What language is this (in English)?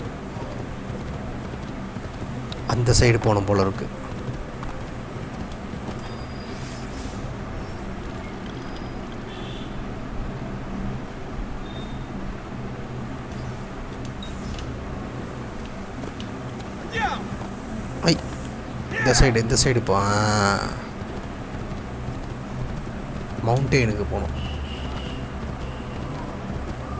Tamil